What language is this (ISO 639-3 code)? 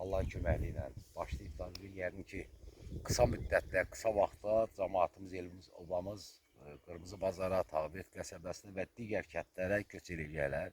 aze